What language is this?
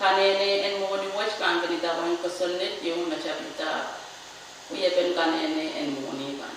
Pohnpeian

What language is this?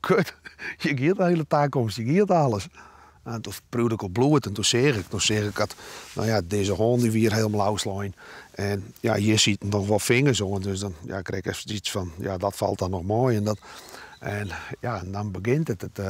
Western Frisian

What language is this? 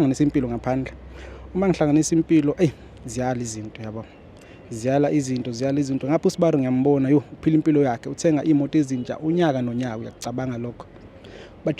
Zulu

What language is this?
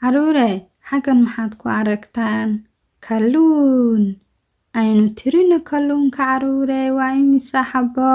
Somali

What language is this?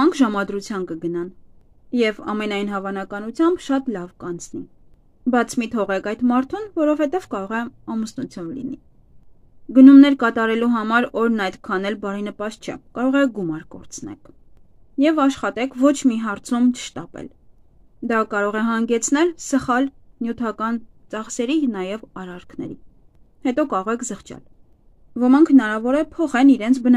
Armenian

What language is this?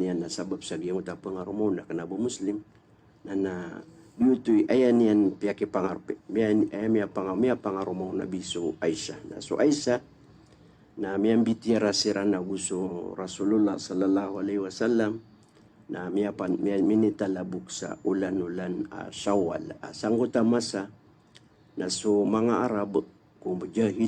Maranao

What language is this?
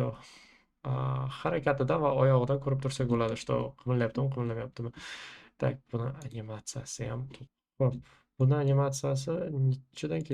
Uzbek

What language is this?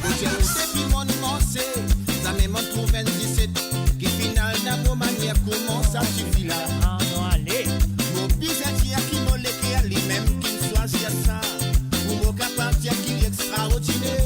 Morisyen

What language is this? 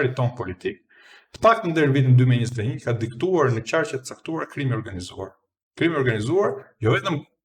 Albanian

